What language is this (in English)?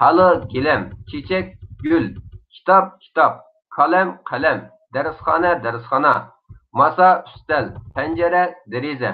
Uyghur